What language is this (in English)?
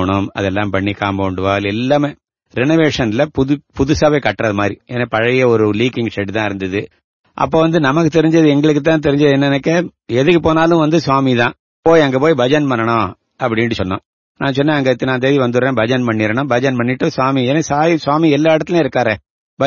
Tamil